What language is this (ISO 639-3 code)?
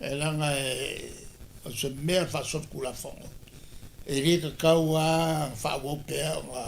smo